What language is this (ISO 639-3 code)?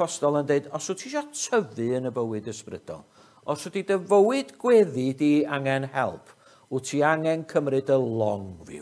cym